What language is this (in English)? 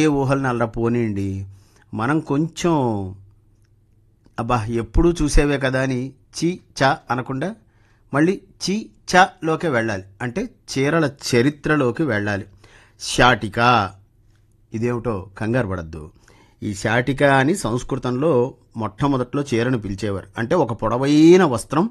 Telugu